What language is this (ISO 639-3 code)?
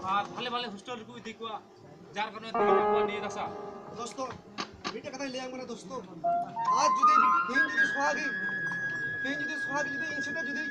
sat